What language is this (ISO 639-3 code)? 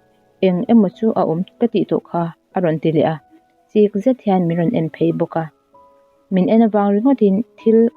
lus